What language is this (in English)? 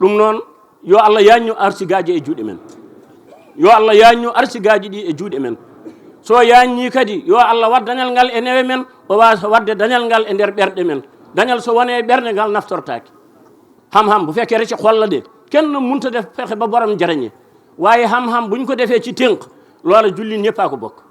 Fula